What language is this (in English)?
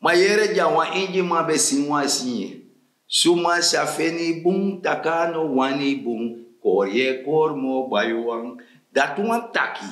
Sranan Tongo